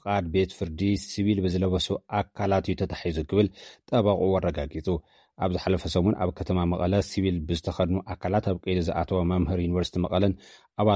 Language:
Tigrinya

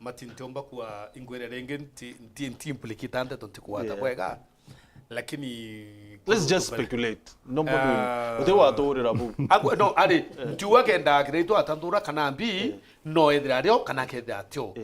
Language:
Meru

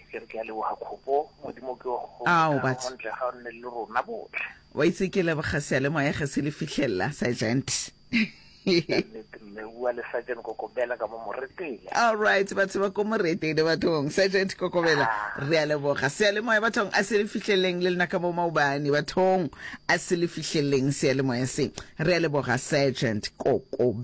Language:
Northern Sotho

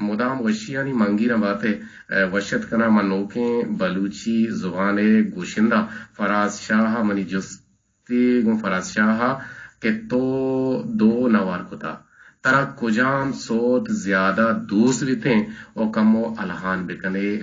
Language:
Eastern Balochi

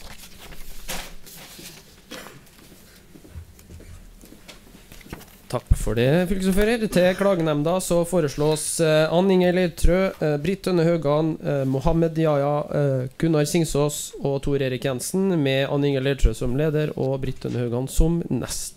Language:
Norwegian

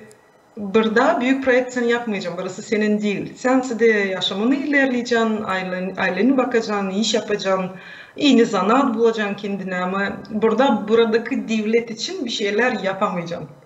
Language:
Gagauz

